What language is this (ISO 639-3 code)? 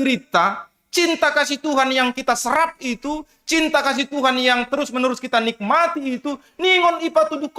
bts